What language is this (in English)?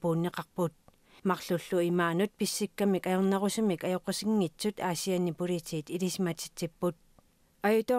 Kalaallisut